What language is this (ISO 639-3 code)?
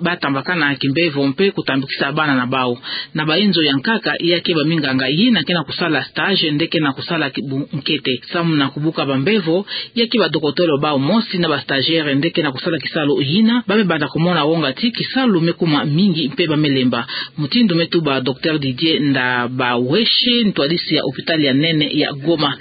ktu